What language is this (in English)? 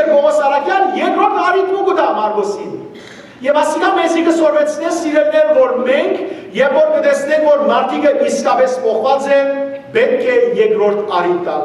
Western Armenian